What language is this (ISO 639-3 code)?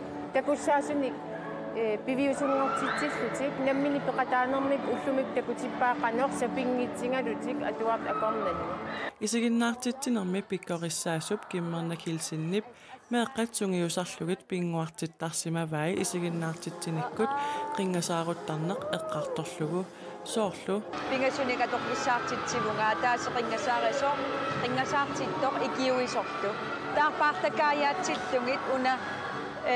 kal